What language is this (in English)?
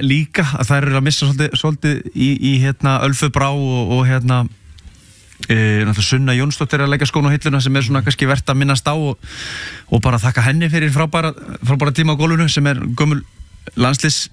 Icelandic